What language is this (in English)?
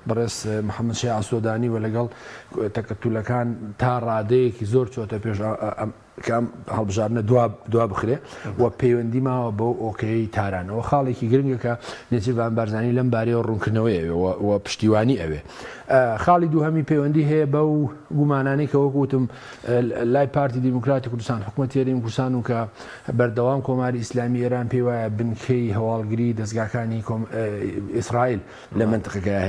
Central Kurdish